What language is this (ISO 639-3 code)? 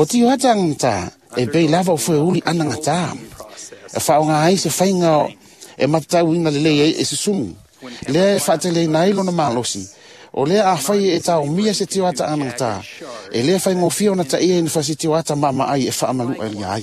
smo